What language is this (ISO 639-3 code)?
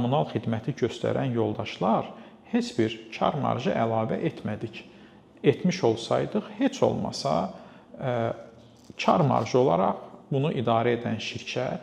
aze